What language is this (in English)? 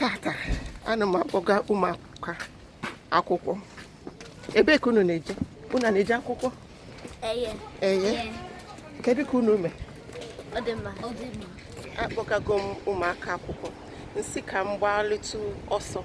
Igbo